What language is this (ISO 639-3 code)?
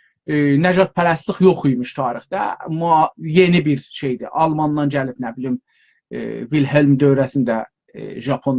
azb